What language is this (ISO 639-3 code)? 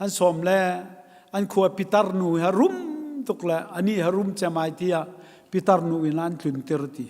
cnh